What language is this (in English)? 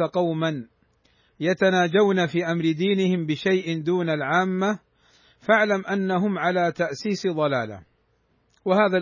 Arabic